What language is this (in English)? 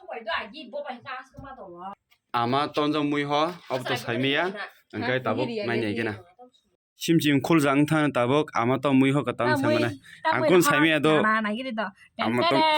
Kok Borok